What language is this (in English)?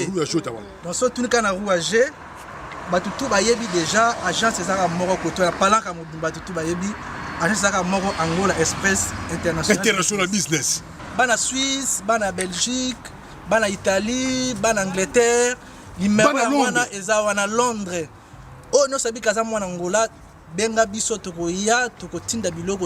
Lingala